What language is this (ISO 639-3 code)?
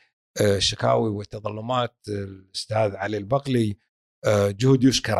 afb